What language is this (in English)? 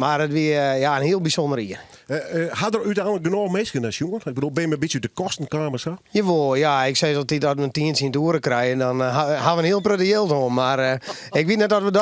Western Frisian